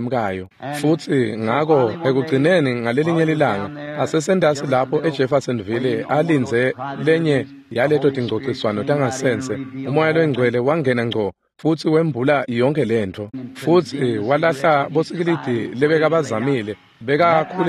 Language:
Swati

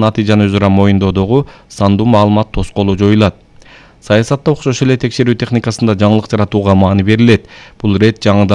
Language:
Kyrgyz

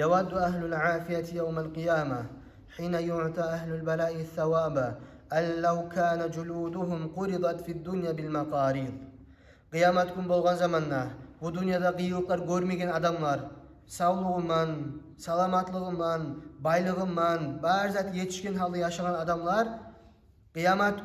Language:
Kumyk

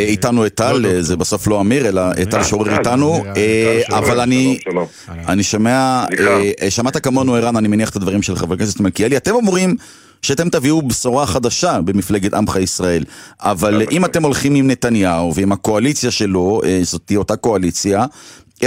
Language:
Hebrew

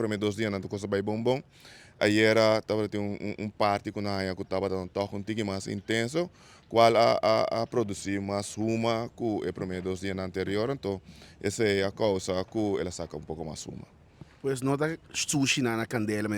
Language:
Papiamento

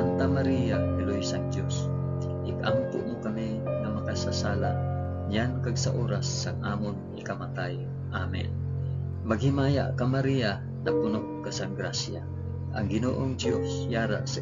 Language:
Hiligaynon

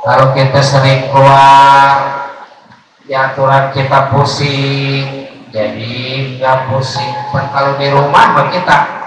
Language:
Betawi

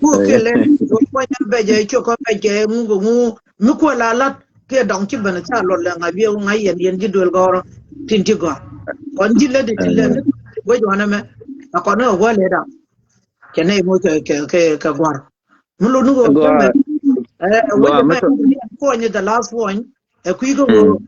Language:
Nuer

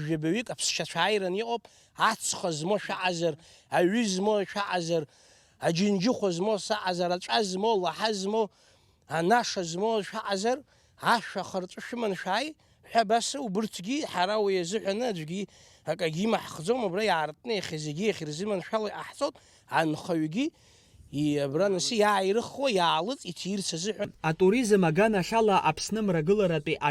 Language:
Abkhazian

